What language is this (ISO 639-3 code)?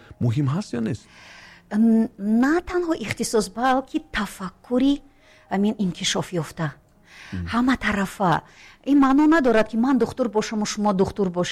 tgk